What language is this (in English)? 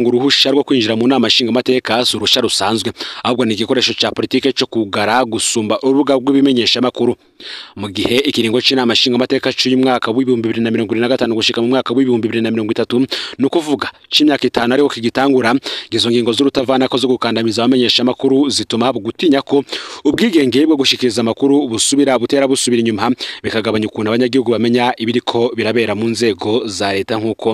Rundi